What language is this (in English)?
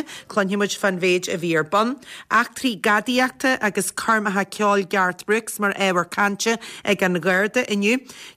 Irish